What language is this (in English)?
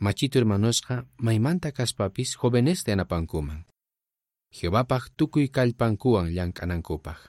South Bolivian Quechua